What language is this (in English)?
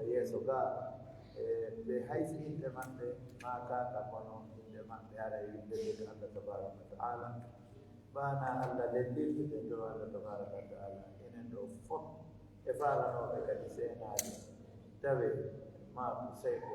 Pular